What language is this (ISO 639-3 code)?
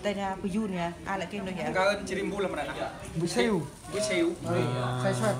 cmo